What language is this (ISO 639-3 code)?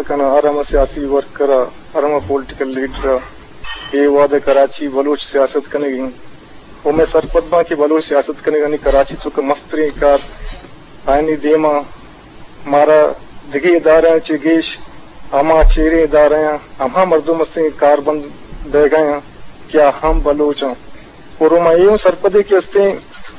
bgp